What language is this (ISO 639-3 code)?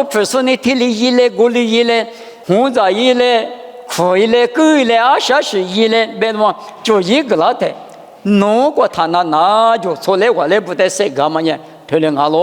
lis